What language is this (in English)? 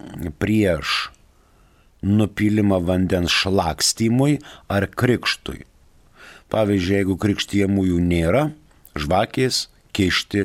Lithuanian